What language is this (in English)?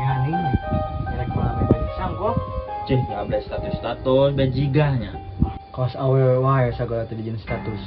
Sundanese